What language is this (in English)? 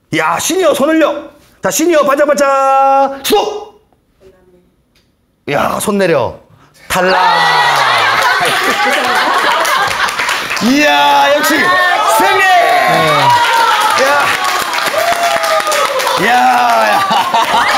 Korean